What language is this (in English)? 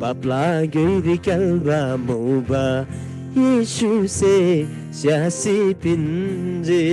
Eastern Tamang